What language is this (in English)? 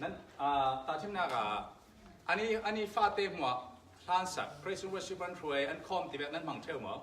Falam Chin